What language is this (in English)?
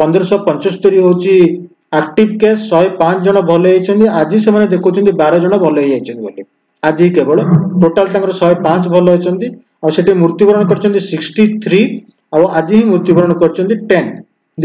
Odia